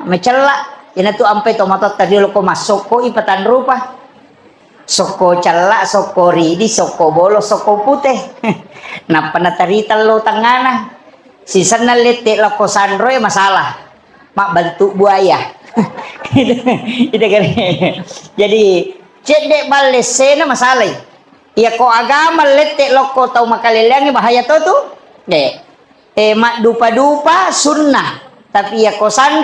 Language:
Buginese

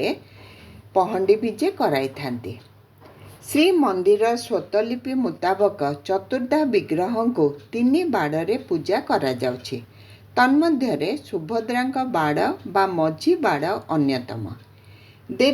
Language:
Odia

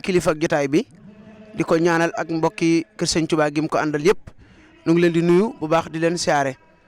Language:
Wolof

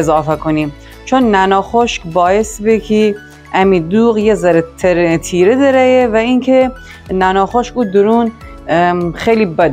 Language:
Gilaki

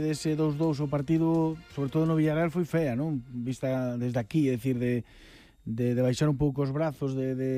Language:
Galician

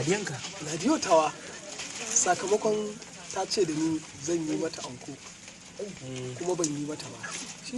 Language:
Hausa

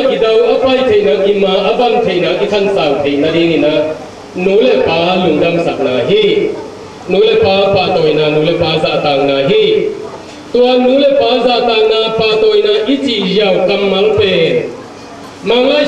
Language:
Tedim Chin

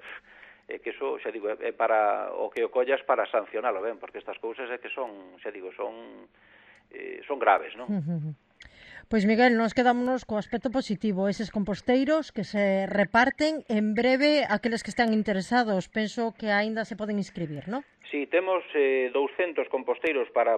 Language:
Galician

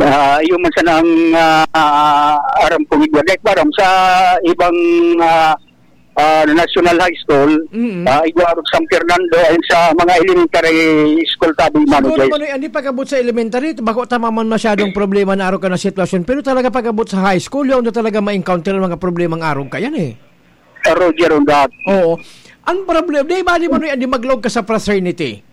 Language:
Bikol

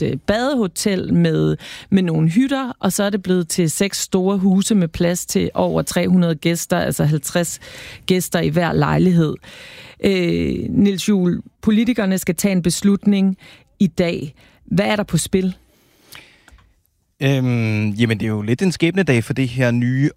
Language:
Danish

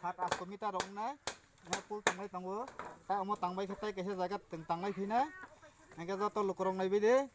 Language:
Kok Borok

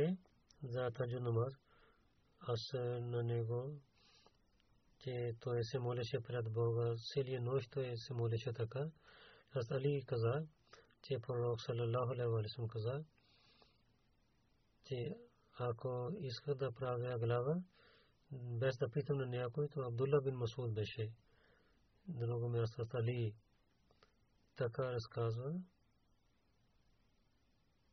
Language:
Bulgarian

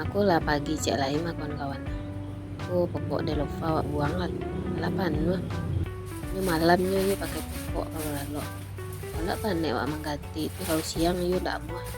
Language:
Minangkabau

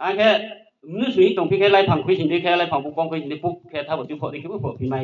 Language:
Riang (India)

